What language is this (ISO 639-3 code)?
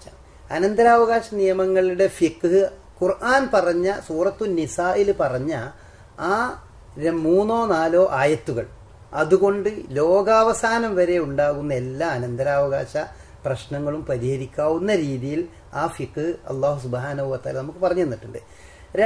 mal